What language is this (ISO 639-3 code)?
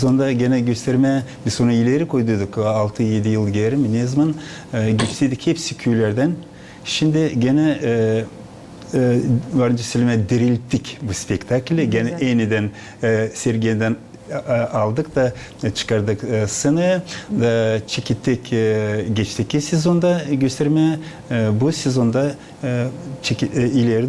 gag